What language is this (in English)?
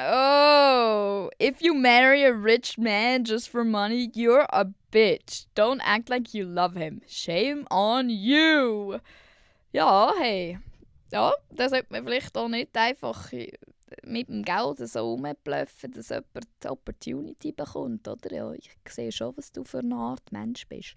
Swiss German